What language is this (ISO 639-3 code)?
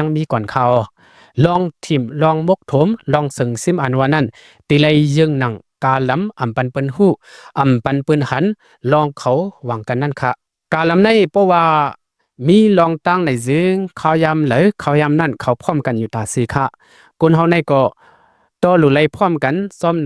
shn